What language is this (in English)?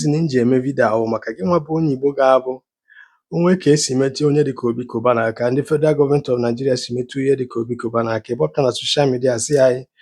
Igbo